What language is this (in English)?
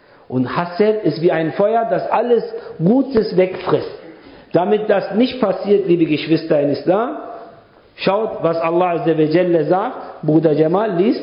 German